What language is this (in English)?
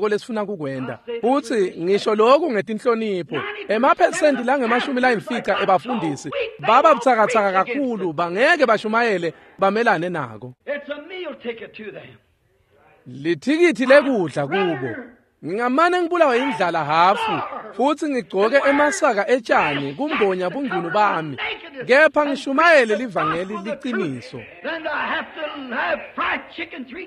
Swati